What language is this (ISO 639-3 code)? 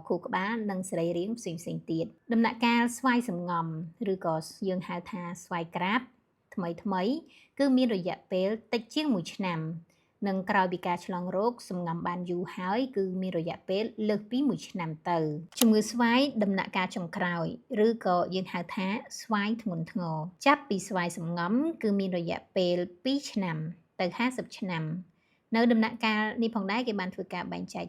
khm